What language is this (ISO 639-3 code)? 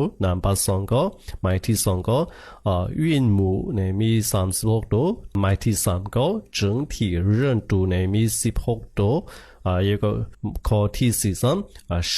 shn